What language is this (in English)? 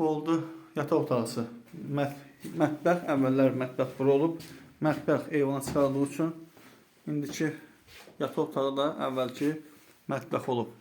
Azerbaijani